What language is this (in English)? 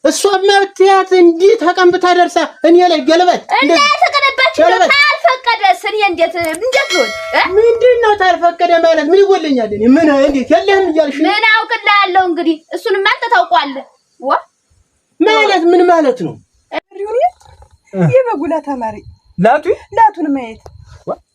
Amharic